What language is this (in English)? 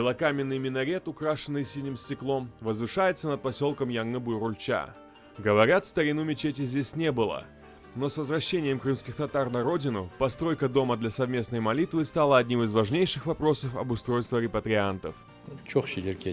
Crimean Tatar